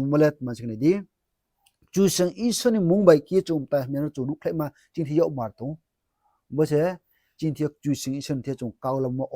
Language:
Riang (India)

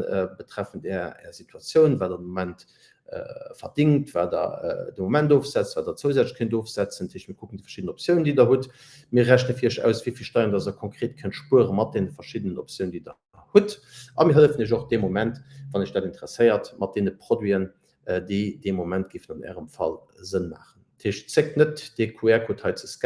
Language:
Luxembourgish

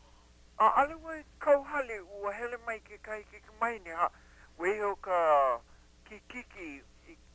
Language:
Hawaiian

